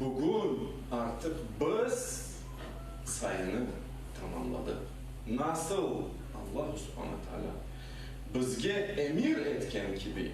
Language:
Crimean Tatar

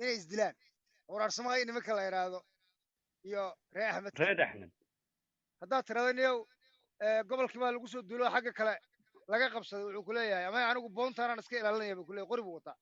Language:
Somali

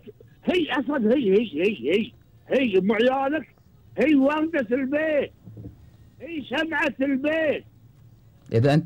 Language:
Gulf Arabic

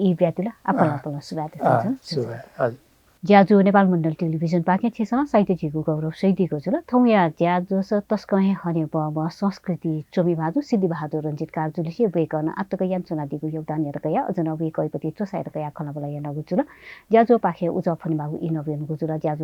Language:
Newari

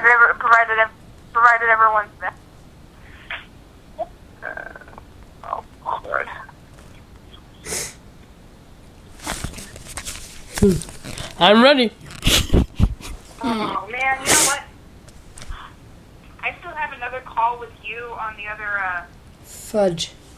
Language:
English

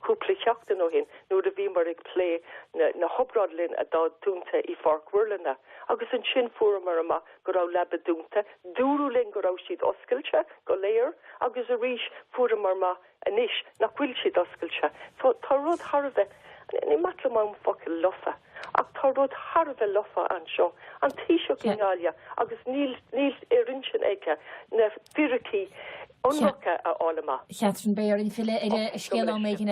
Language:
Irish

